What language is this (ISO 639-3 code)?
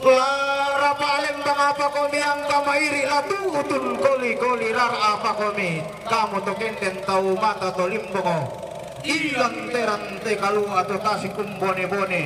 sda